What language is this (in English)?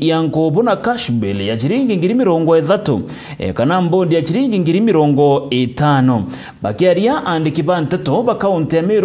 Meru